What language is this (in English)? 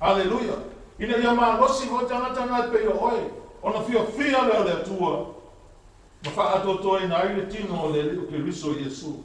Samoan